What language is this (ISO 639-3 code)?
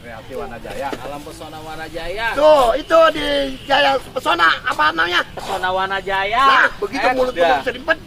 bew